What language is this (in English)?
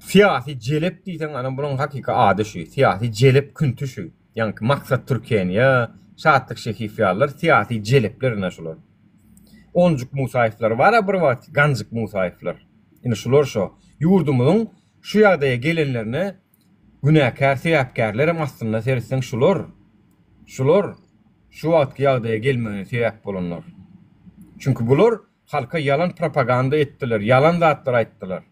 Turkmen